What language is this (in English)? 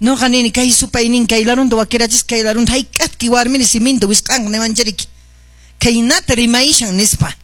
Quechua